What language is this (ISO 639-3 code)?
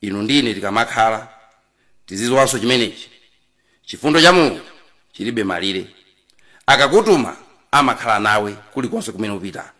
nya